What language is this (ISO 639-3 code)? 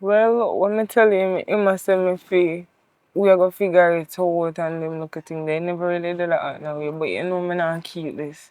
jam